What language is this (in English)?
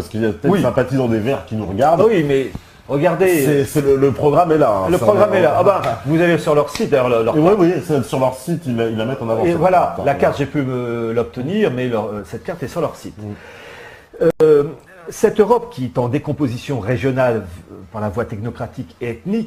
French